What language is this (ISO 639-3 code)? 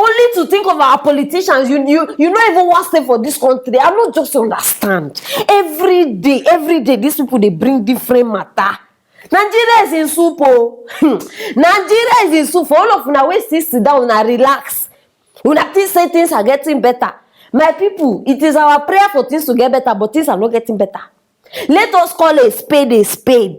pcm